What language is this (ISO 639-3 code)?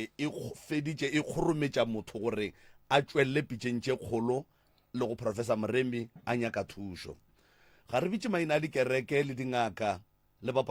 nso